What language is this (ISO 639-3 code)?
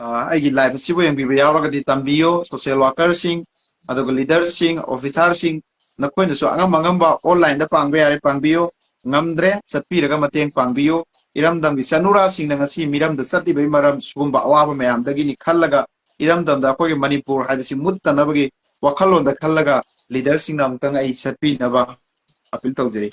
mni